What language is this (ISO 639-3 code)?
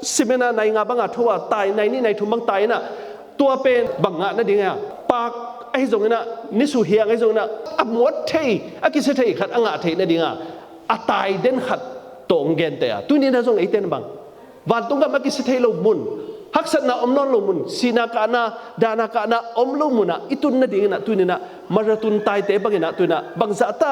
ctd